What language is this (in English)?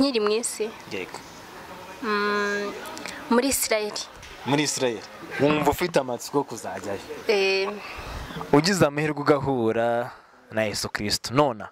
Kinyarwanda